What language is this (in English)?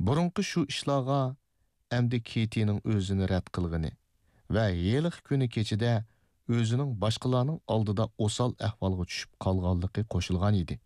Uyghur